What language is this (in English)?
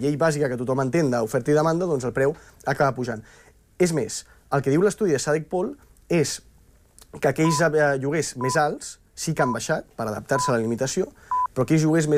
Catalan